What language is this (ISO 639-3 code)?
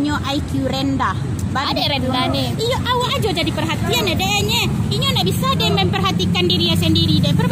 min